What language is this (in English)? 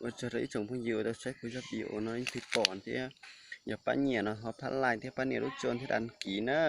Hmong